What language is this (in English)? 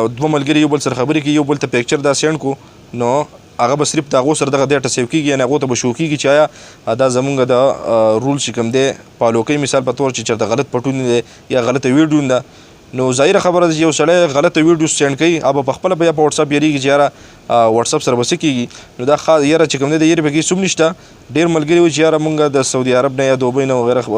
Pashto